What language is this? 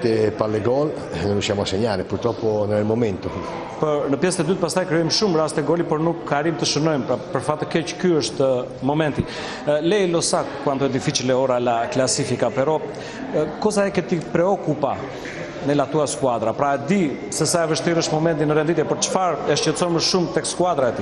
Albanian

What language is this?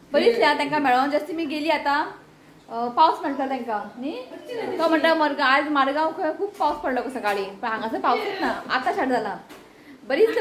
Konkani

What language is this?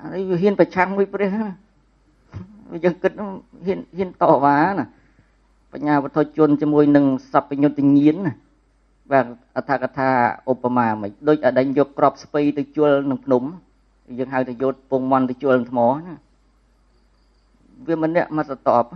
Khmer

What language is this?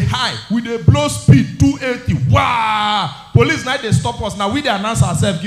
Nigerian Pidgin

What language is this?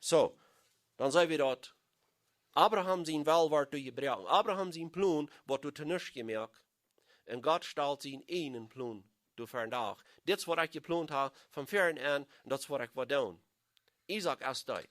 Plautdietsch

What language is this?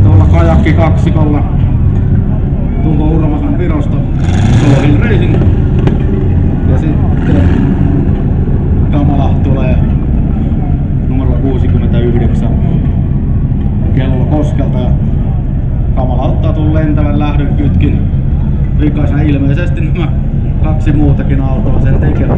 Finnish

